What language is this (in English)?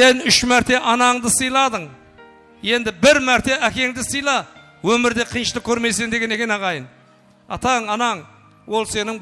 Kara-Kalpak